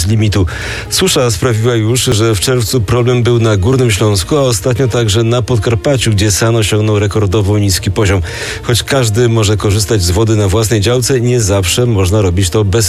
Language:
Polish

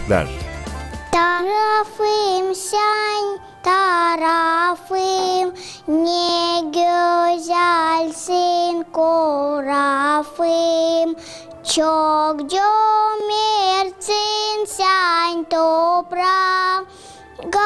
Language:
Gagauz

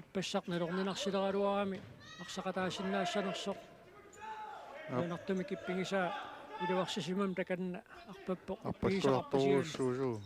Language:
Kalaallisut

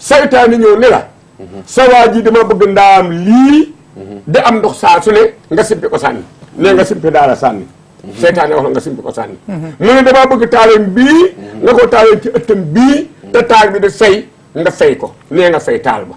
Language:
Wolof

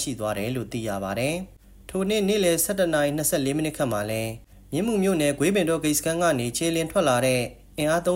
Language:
Burmese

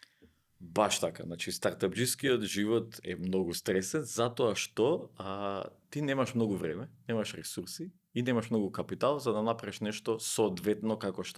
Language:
Macedonian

